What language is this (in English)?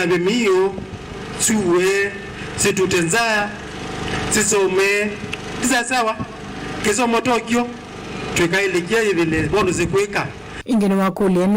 Kamba